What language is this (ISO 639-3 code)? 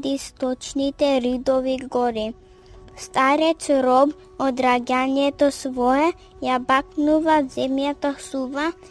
mkd